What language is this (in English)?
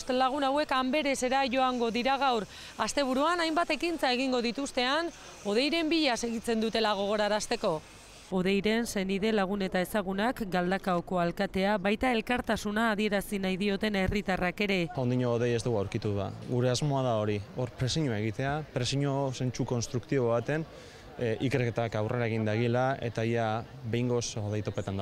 Basque